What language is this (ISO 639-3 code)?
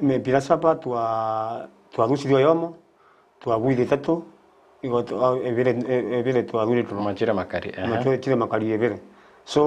guz